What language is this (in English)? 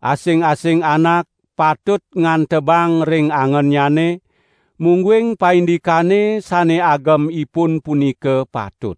Balinese